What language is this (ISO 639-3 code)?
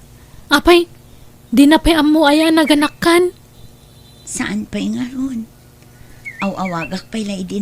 ilo